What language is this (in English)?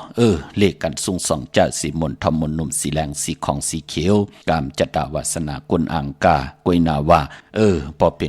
Shan